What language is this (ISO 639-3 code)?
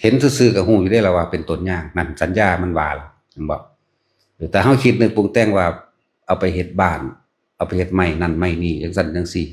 lao